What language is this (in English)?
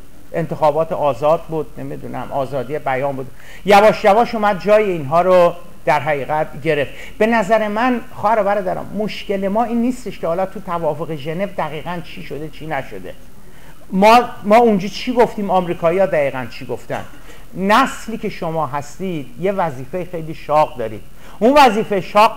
Persian